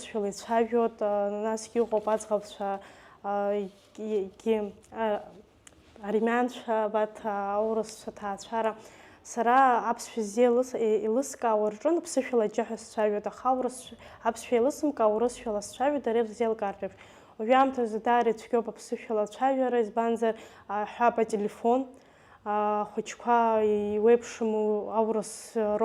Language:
Abkhazian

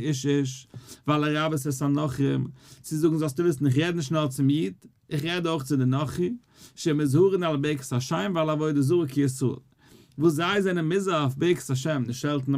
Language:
Yiddish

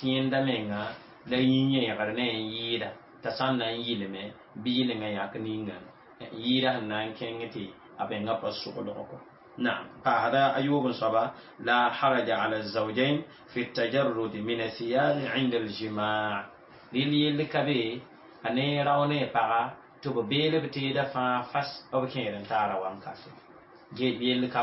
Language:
Mossi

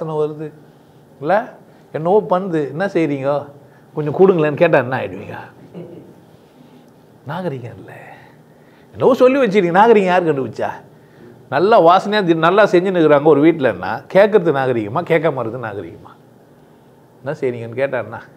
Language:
Tamil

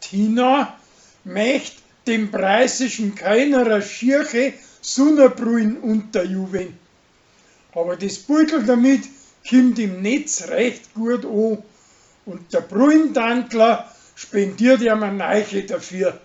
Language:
Bavarian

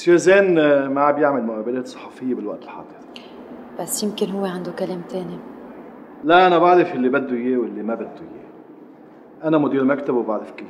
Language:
North Levantine Arabic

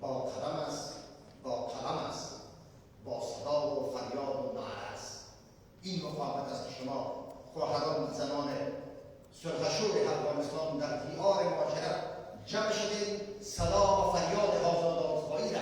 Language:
Persian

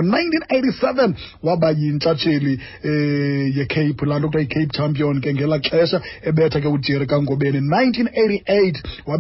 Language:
Xhosa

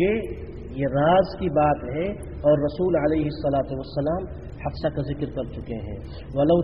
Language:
Urdu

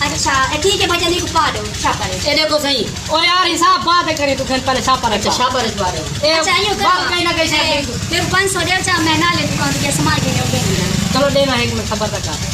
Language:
Saraiki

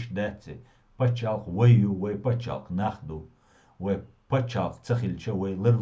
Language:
Chechen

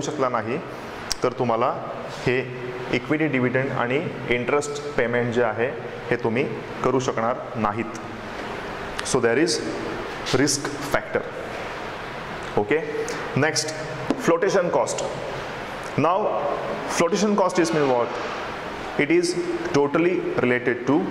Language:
Marathi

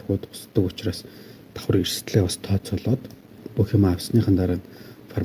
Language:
Mongolian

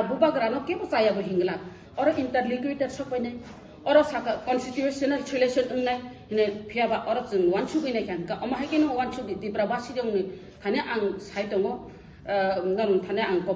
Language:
Kok Borok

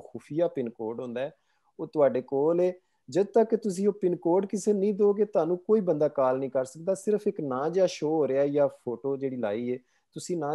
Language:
Punjabi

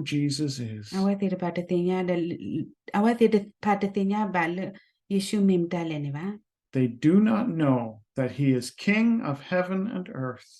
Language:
S'gaw Karen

